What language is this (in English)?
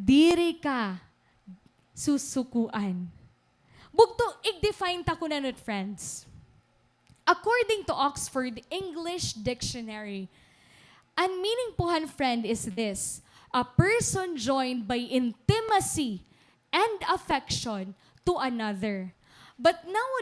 Waray